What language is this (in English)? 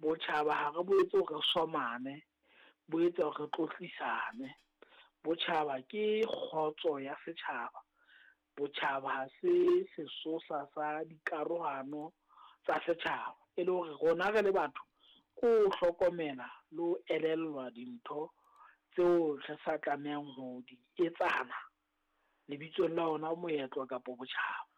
Southern Sotho